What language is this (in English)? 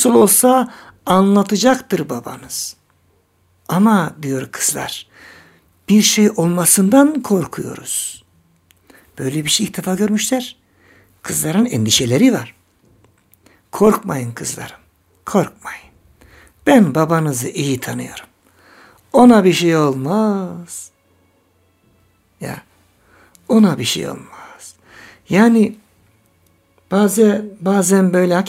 Turkish